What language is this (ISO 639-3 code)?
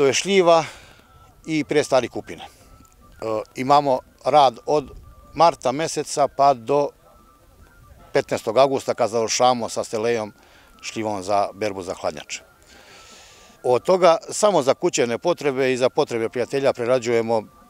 srp